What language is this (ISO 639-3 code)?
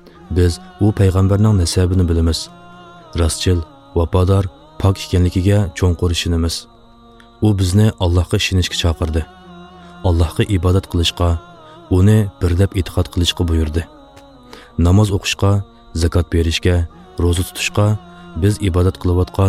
uig